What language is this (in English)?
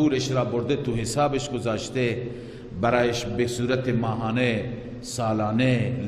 Persian